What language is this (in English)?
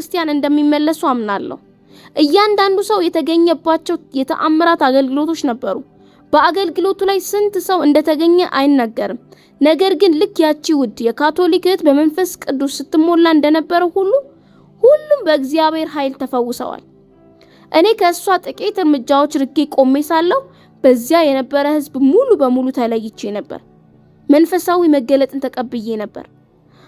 Amharic